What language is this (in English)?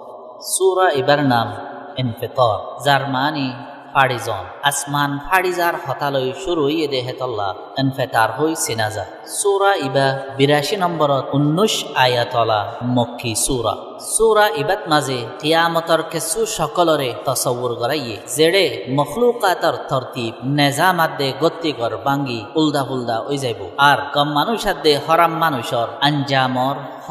Rohingya